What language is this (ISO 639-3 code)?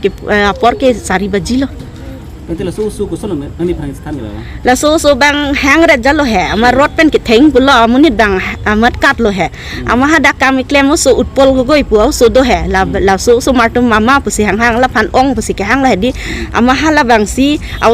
mjw